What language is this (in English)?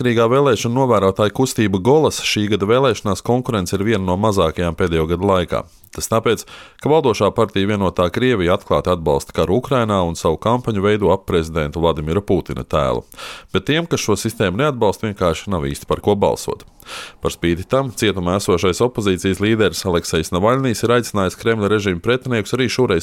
Latvian